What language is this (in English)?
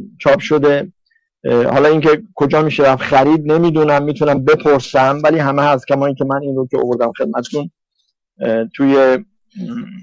Persian